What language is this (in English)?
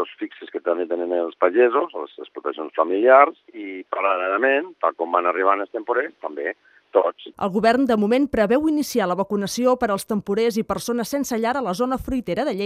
Catalan